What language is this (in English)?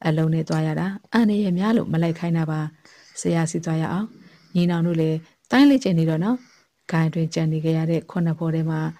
Burmese